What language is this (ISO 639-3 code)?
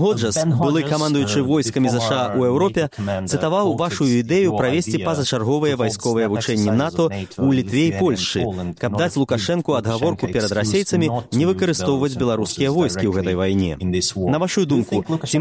bel